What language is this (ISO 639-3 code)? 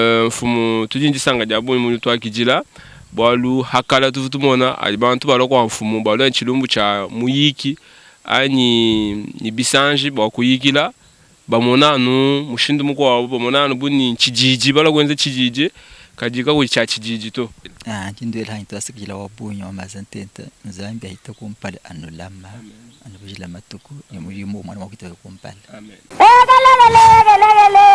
lua